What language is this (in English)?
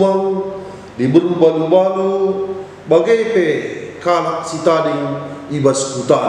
Batak Karo